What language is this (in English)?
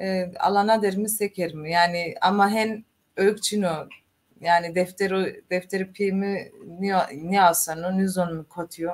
Zaza